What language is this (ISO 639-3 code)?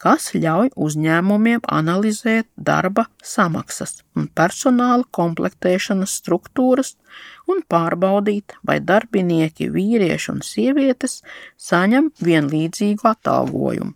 lav